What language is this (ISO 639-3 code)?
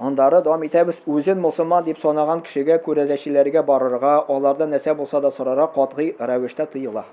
tat